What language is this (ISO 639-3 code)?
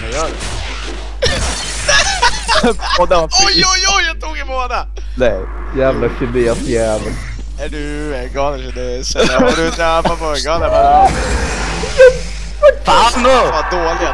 swe